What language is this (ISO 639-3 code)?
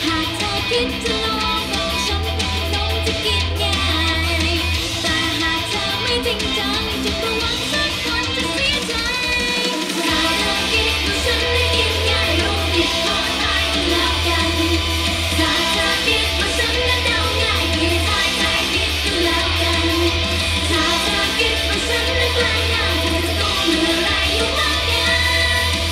tha